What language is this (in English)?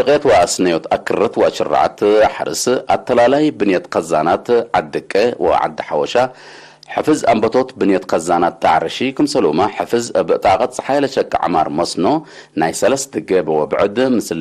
Tigre